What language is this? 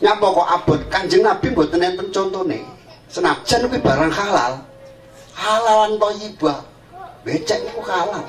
Javanese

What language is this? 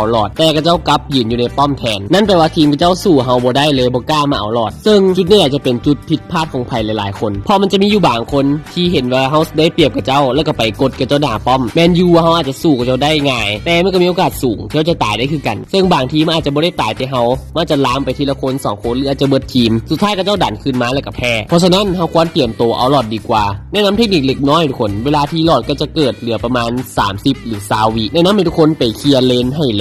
Lao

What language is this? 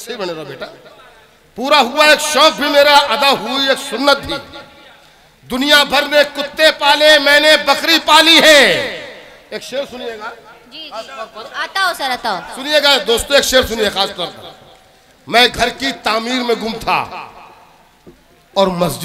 Hindi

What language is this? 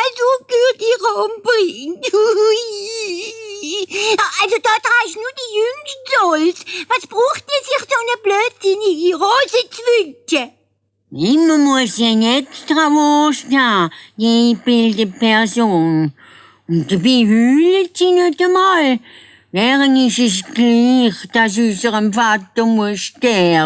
Swiss German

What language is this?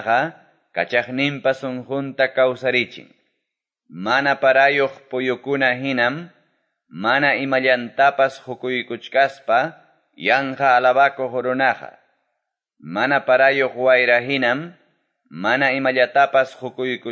Quechua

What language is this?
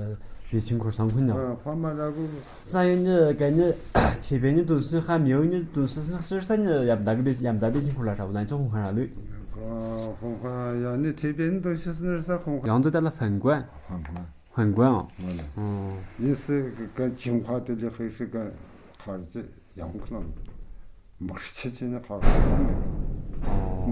Tu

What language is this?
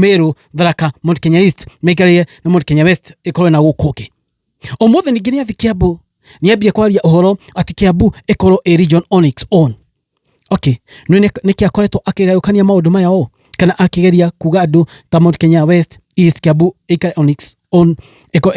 Kikuyu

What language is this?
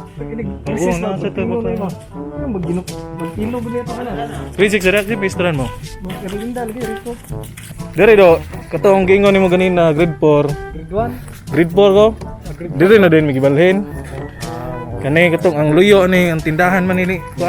Cebuano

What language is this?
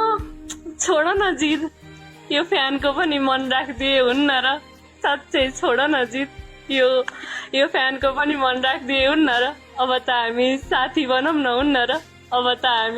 Nepali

